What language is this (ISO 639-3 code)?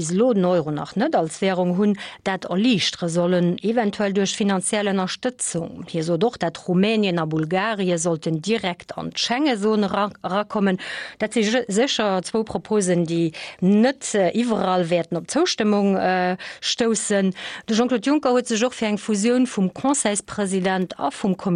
ltz